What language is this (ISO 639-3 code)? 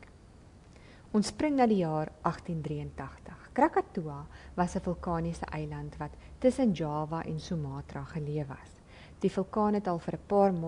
afr